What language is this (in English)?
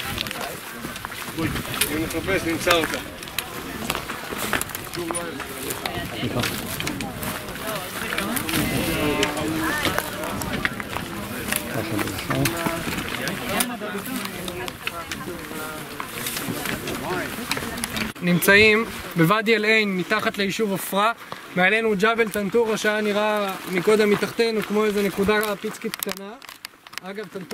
Hebrew